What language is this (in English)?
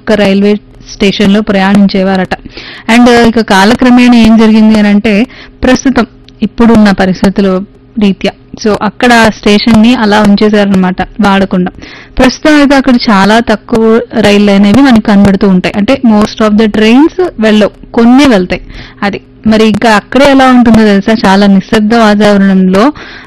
Telugu